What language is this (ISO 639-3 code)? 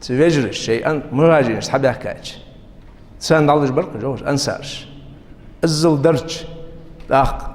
inh